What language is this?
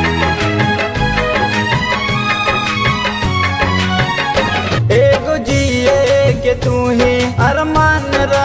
Bhojpuri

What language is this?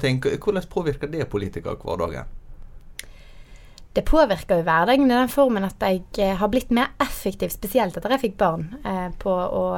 Norwegian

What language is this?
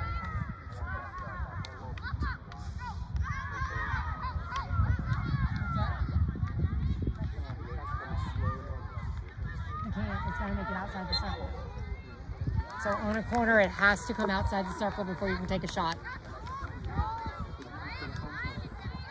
English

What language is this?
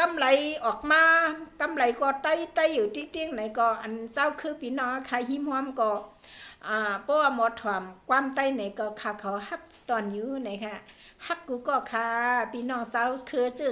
Shan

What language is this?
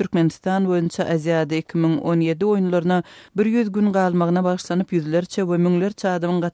Turkmen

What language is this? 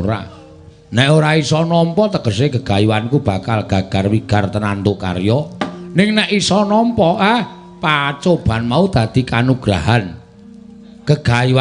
Javanese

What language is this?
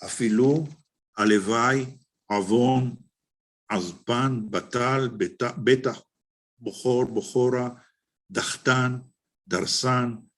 Ladino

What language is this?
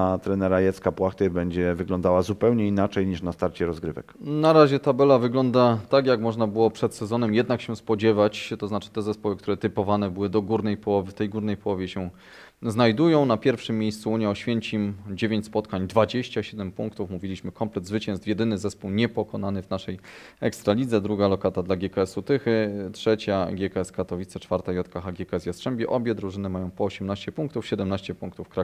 Polish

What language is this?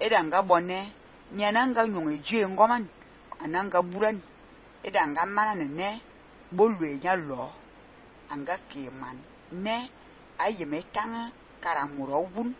Fang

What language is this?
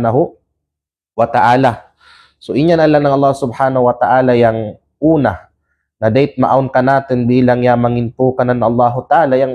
Kalagan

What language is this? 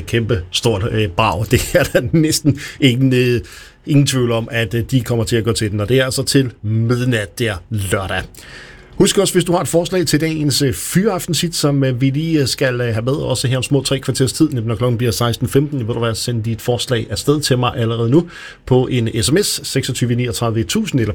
Danish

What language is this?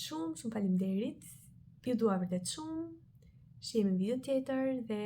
Albanian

